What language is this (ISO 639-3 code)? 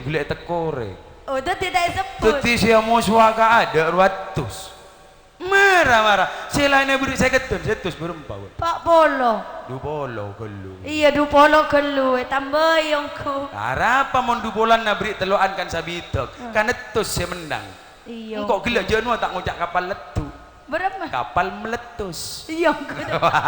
mad